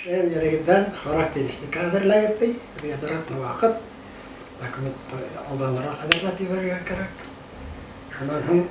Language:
Bashkir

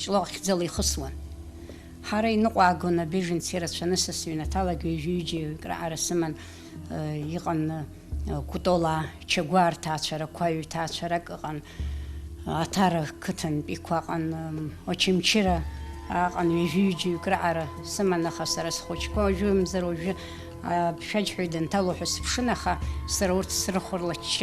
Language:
Abkhazian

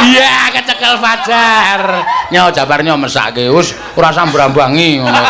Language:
Javanese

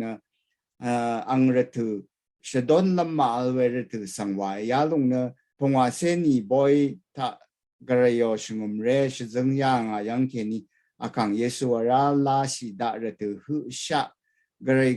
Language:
Rawang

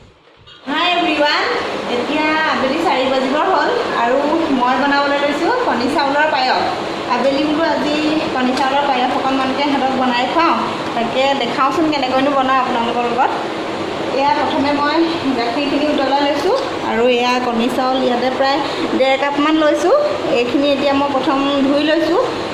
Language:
Assamese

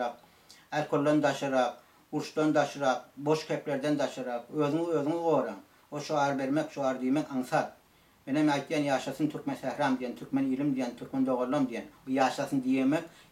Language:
Turkmen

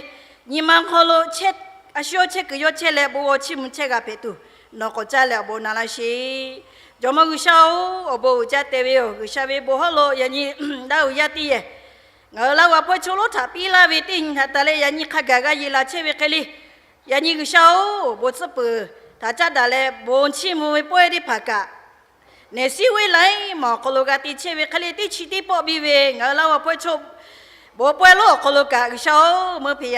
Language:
Lahu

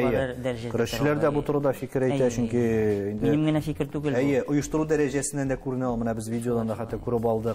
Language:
Tatar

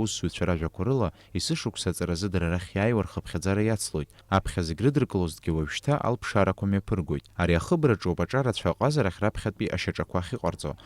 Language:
Abkhazian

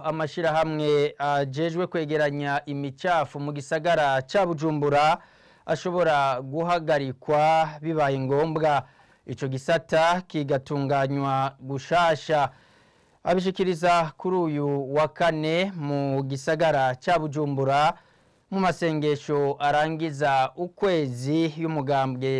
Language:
Rundi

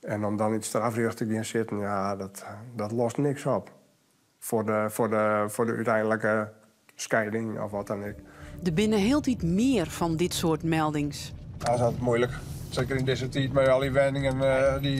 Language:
Western Frisian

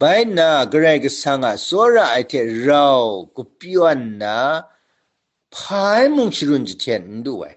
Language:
Kachin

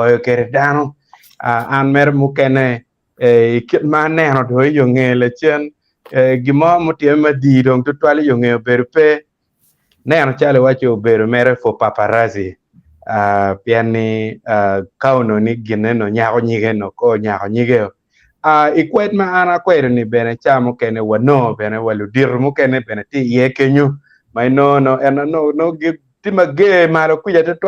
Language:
Acoli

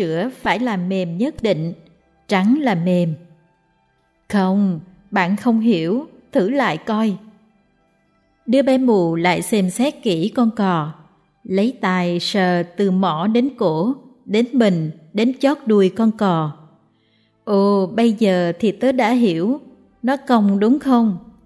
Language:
Vietnamese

